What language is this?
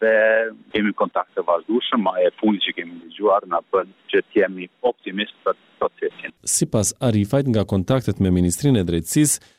Albanian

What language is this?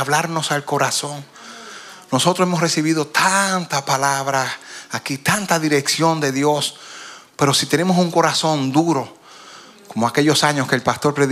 Spanish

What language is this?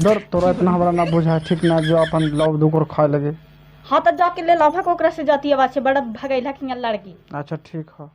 Magahi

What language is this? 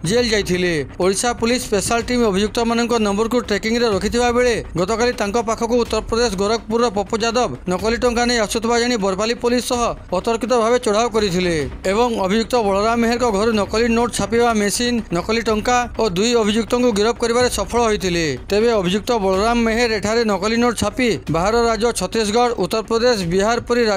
Odia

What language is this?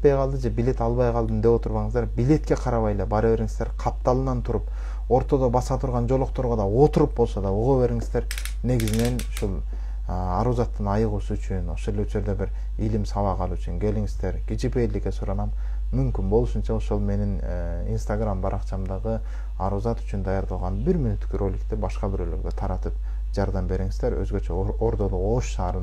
Kyrgyz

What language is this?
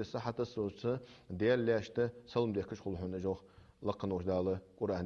Ingush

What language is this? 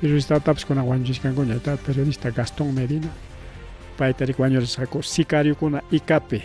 Ayacucho Quechua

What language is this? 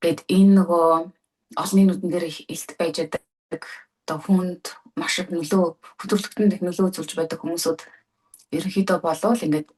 Mongolian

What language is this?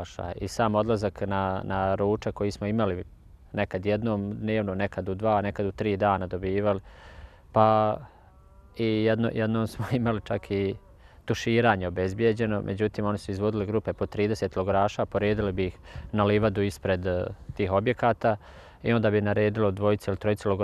Bosnian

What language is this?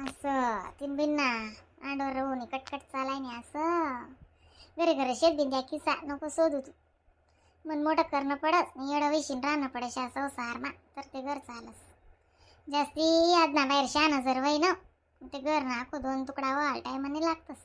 Khandesi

